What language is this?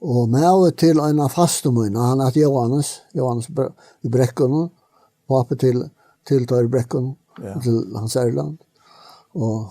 Faroese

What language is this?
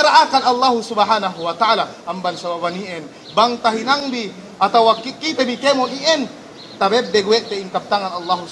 Yakan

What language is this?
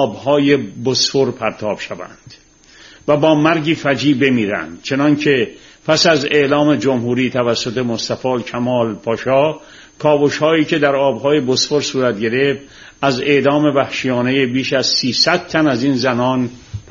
Persian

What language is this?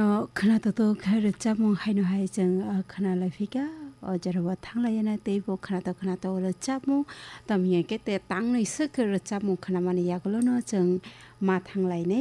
Kok Borok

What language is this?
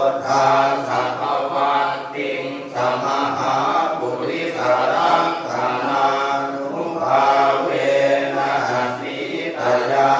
Pali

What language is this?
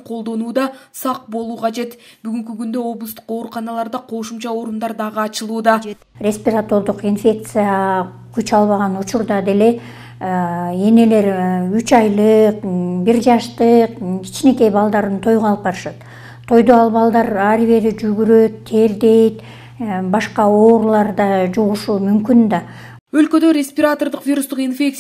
Kyrgyz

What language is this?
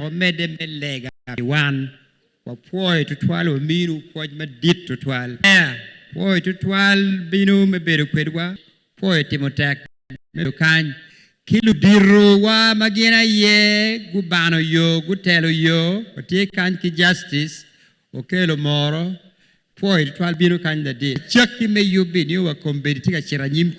Acoli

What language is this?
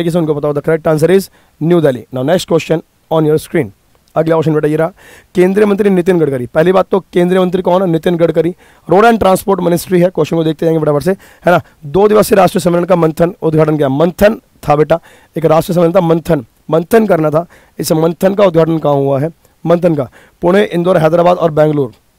Hindi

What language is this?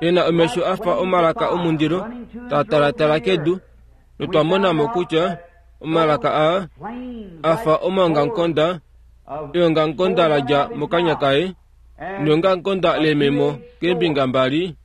Kuanyama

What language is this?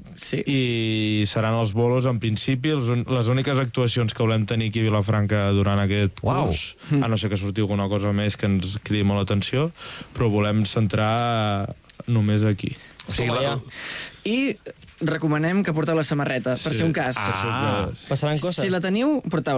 Catalan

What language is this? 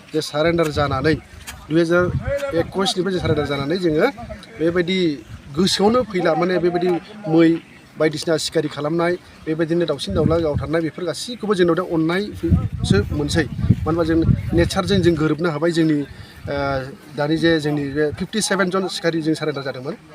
Bodo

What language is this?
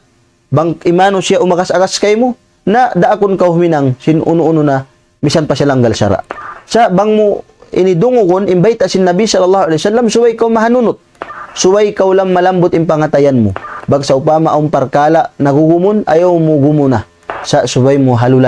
Tausug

